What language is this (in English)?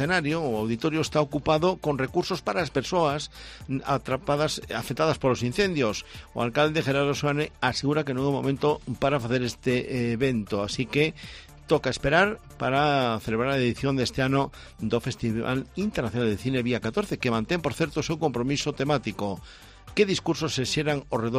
Galician